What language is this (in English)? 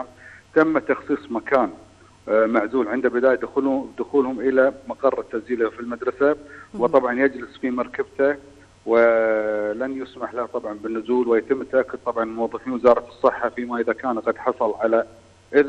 Gulf Arabic